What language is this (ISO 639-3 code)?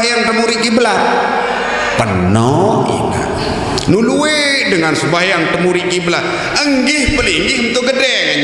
sas